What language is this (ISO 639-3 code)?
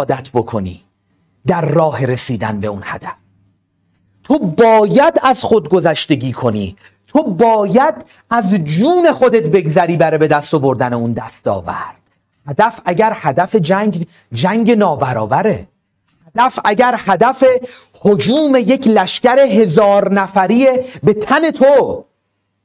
fas